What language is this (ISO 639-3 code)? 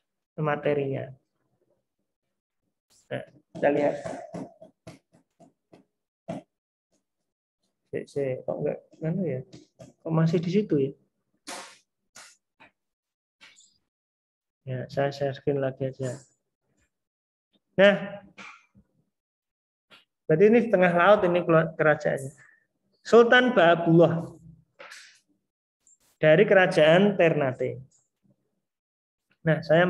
ind